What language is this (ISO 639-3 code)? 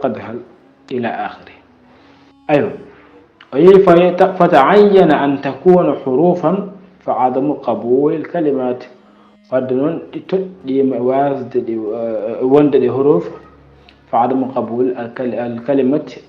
ful